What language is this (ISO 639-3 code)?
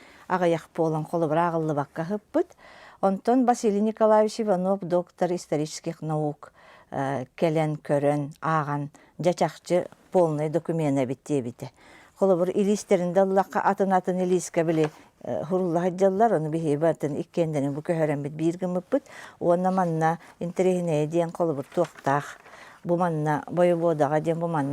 sah